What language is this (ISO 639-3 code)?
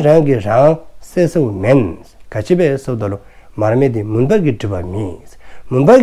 dzo